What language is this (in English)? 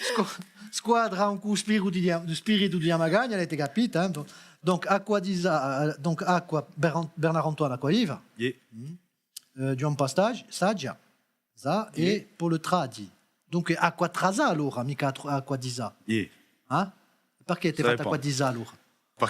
Corsican